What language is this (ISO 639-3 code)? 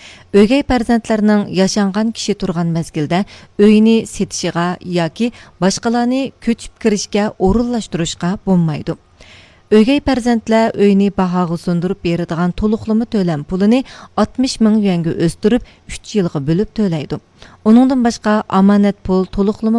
uig